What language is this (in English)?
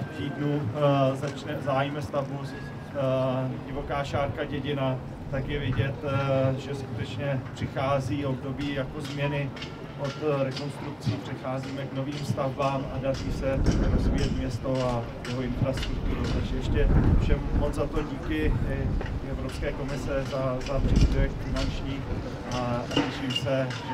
Czech